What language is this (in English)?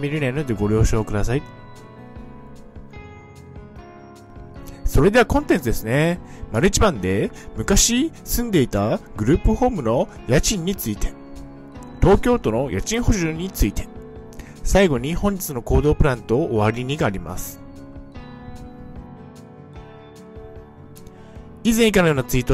Japanese